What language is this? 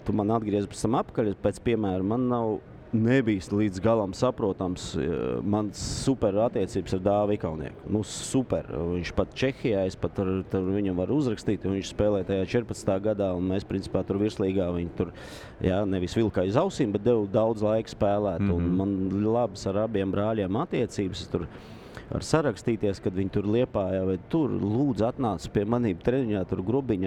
Latvian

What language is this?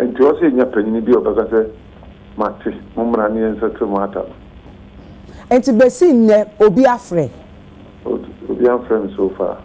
Akan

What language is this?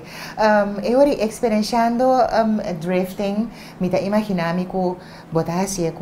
Papiamento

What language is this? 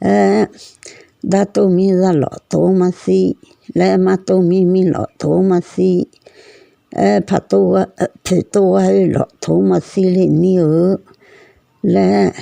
Akha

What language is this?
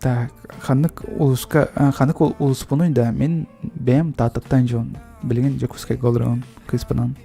Yakut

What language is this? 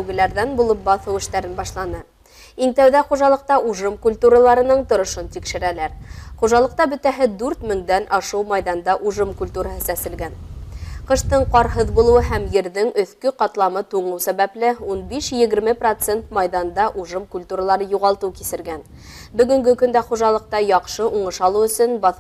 Bashkir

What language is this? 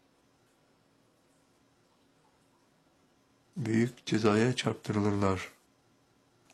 Turkish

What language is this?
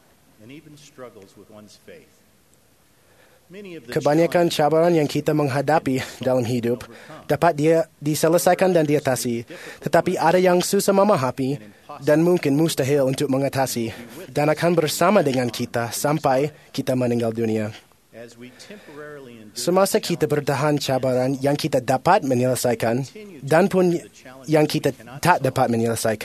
Malay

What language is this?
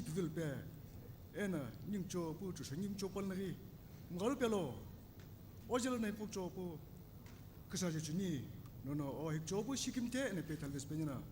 Sumi Naga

